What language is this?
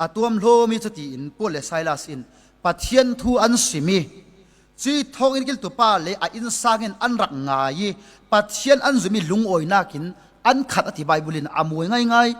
Falam Chin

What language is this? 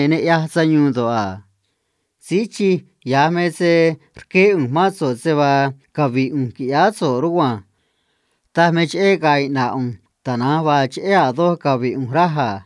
Copala Triqui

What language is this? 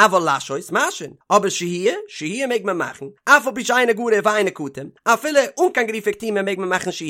Yiddish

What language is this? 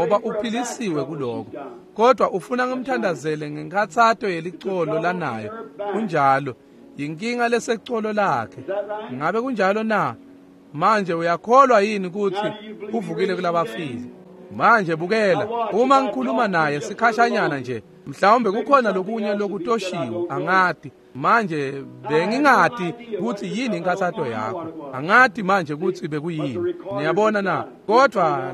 Swati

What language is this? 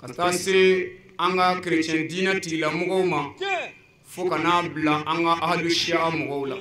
Bambara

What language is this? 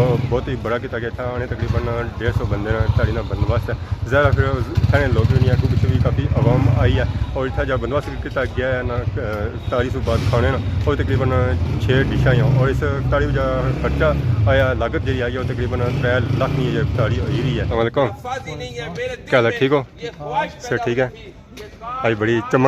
Pahari-Potwari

